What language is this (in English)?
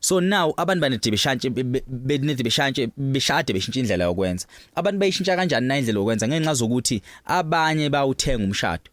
Zulu